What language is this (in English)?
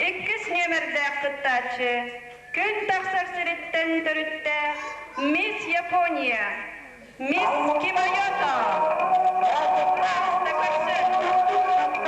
Yakut